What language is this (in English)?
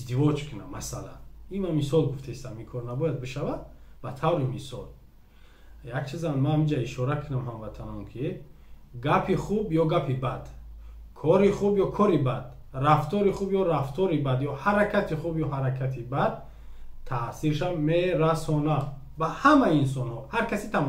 Tajik